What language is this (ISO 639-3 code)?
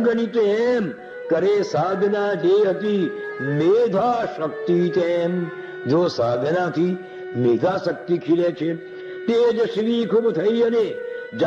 guj